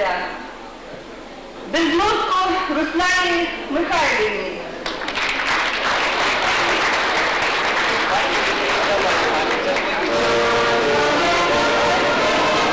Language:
Ukrainian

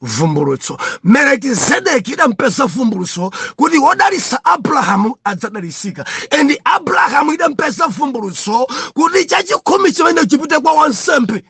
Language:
Nyanja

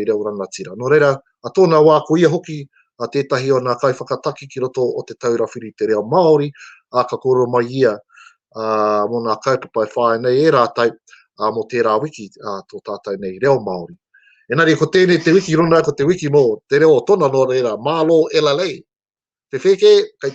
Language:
Māori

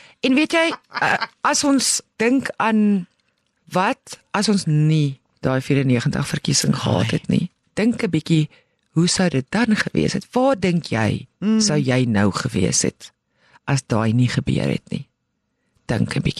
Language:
Afrikaans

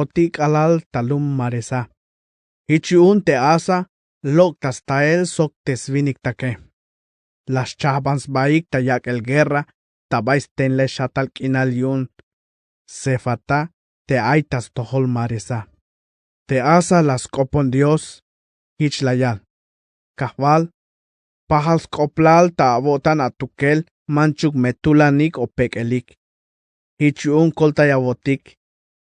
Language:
Tzeltal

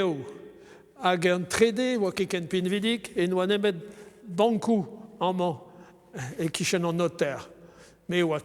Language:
Breton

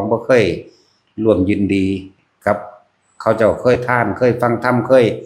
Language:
Northeastern Thai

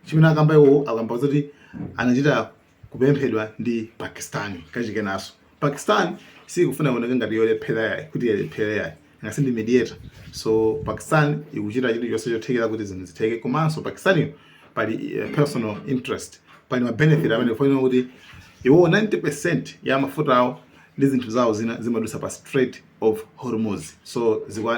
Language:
Nyanja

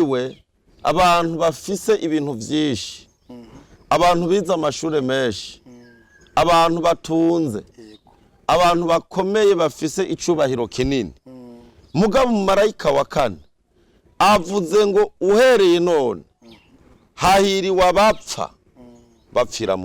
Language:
Rundi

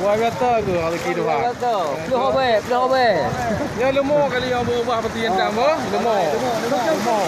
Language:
Achinese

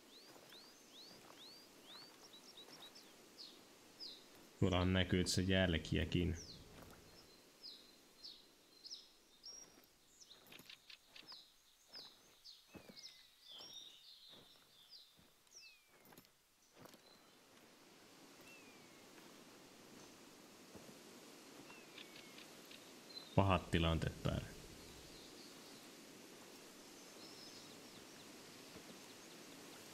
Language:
Finnish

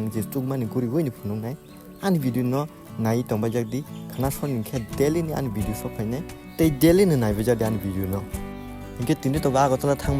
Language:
Kok Borok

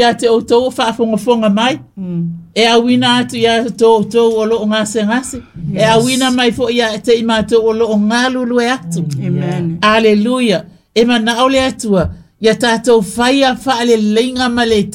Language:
Samoan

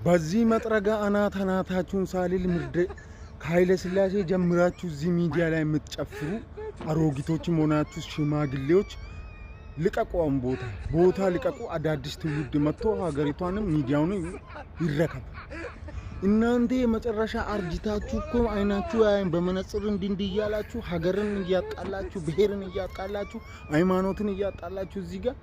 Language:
Amharic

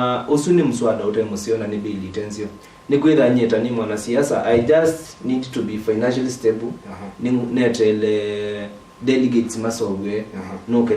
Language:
Kamba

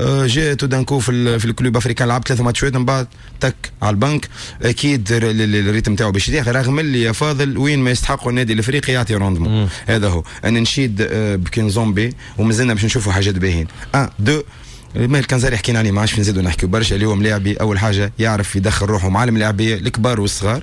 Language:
Tunisian Arabic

